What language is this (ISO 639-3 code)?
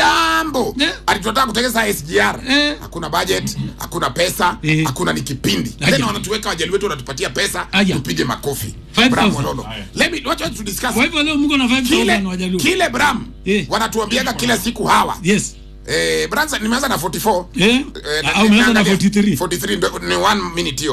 swa